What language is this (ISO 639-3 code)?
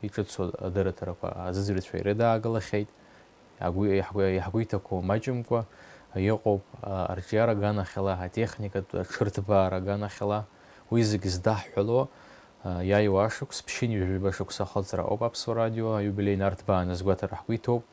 abk